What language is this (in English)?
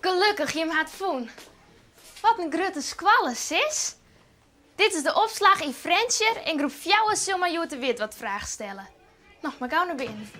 Western Frisian